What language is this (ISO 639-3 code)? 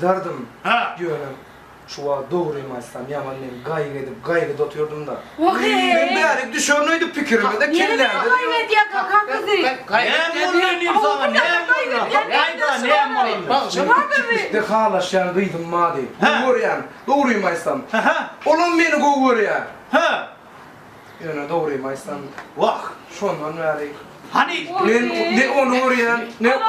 tuk